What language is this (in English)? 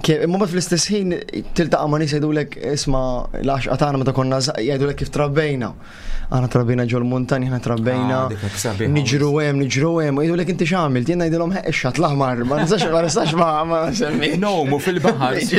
Maltese